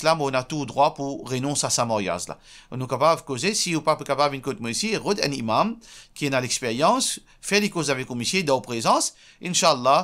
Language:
Morisyen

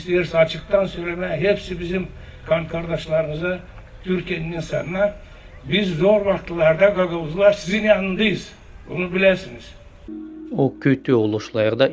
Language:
Gagauz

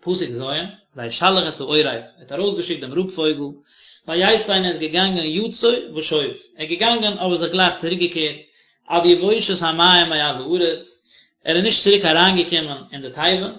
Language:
Yiddish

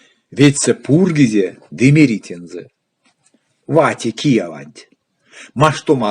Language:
Erzya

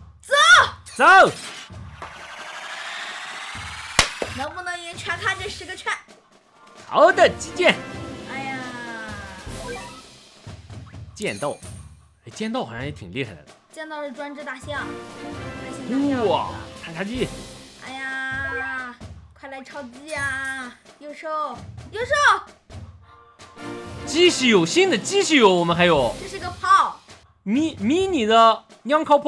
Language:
Chinese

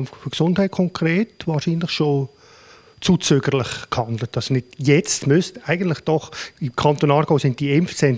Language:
Swiss German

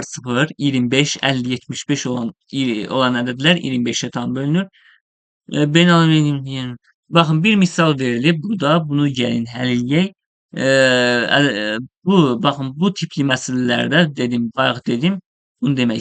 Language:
Azerbaijani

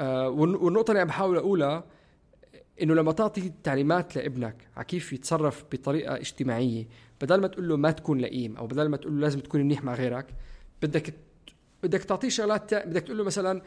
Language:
North Levantine Arabic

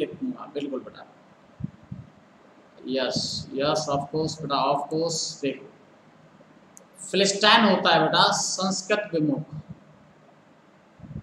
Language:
Hindi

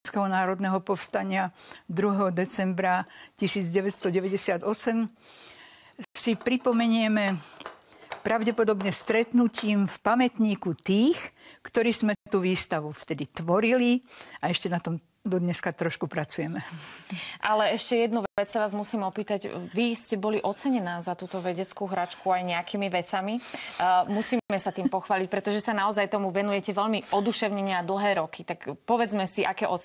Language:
Slovak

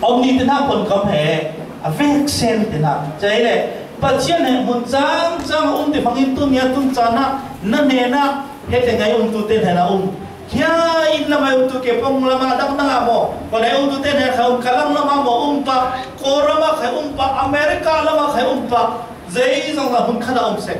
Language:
Falam Chin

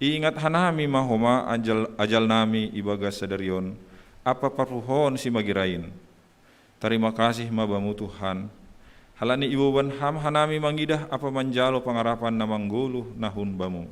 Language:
Batak Simalungun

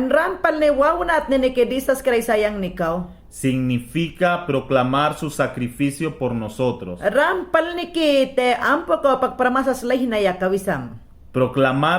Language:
Mayangna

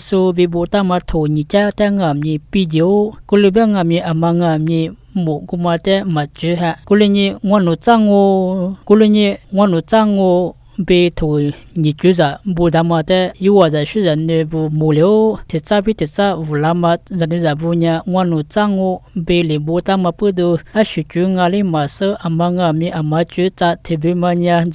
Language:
Lisu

